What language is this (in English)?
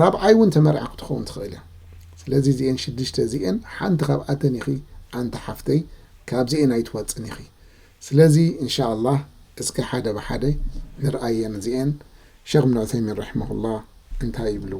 Tigrinya